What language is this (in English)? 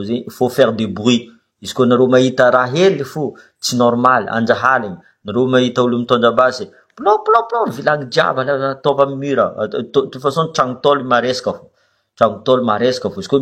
Malagasy